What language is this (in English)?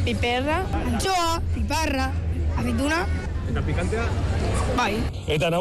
Basque